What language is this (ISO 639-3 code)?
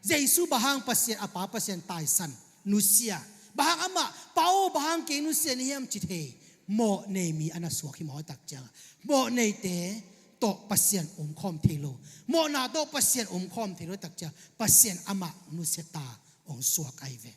ctd